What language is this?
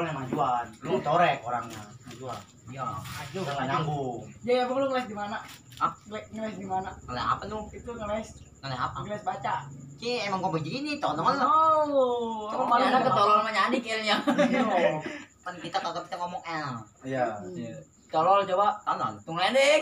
Betawi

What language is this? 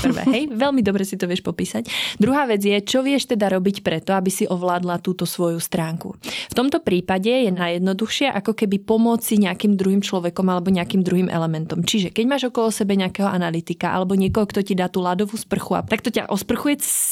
Slovak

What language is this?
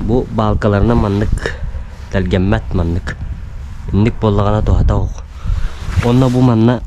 Yakut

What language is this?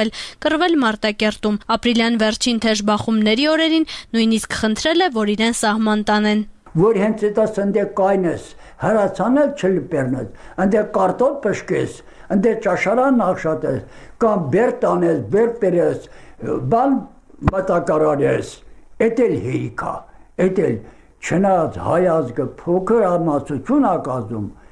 Armenian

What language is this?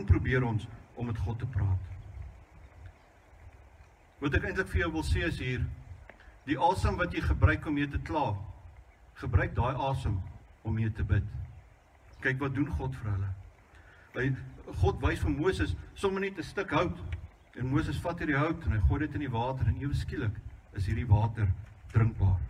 Afrikaans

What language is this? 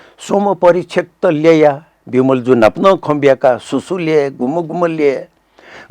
Newari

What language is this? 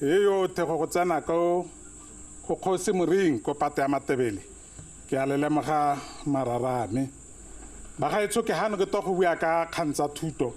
Tswana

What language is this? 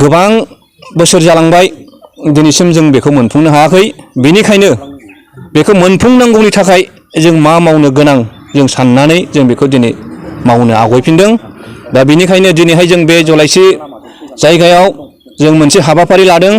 Bodo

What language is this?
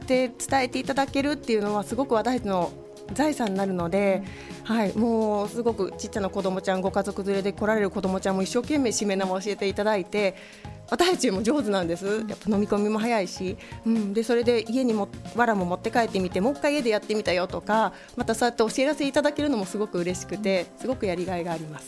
Japanese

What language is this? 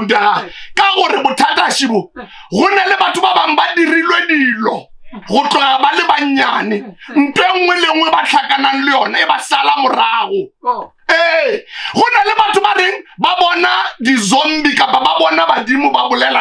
Northern Sotho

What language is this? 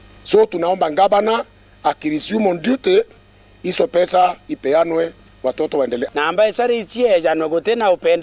Meru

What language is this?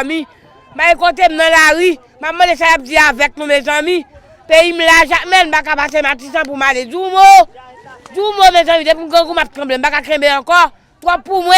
Haitian Creole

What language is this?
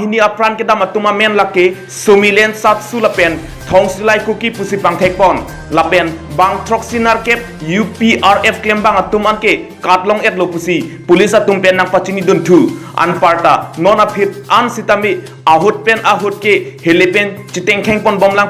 Karbi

